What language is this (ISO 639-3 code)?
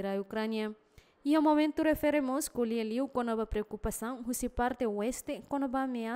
tet